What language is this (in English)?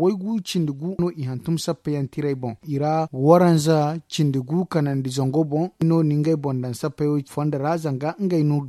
Zarma